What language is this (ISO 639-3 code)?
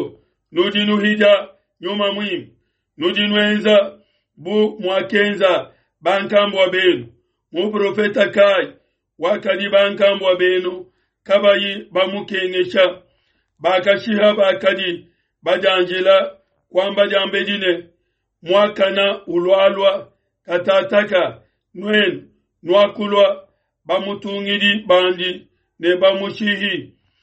lua